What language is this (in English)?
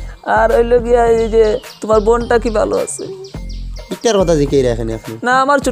Sylheti